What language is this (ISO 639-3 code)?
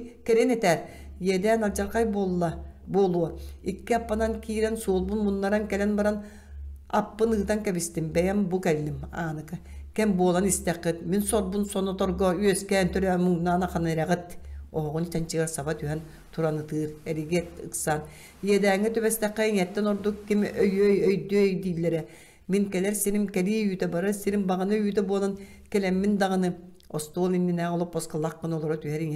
sah